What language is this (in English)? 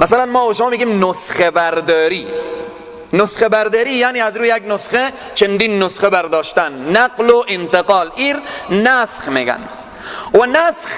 Persian